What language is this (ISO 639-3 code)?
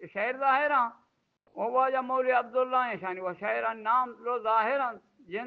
bgp